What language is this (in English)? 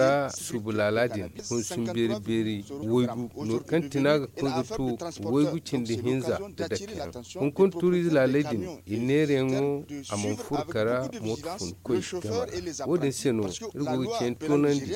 Zarma